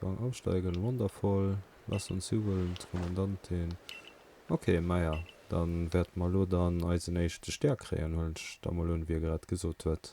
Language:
Luxembourgish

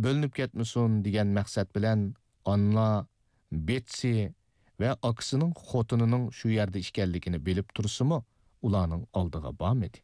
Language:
Uyghur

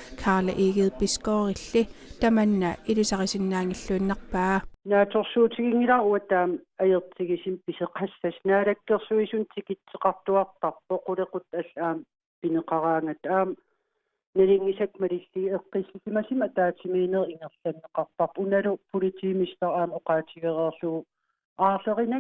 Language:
Kalaallisut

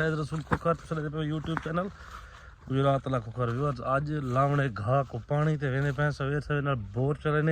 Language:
Saraiki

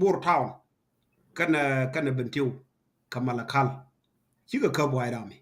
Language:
Nuer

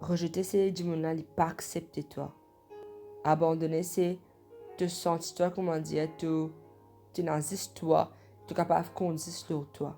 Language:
Morisyen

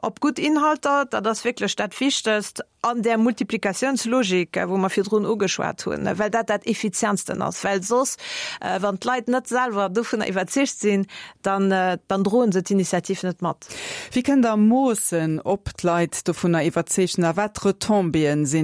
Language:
Luxembourgish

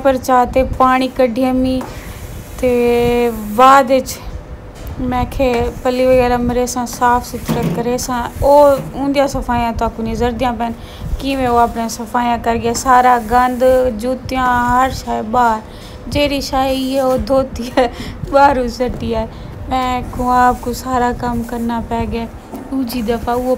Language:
Saraiki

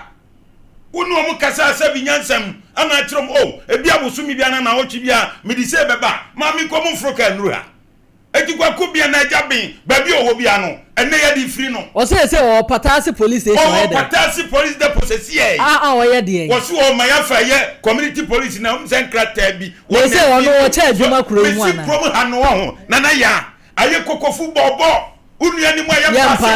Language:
Akan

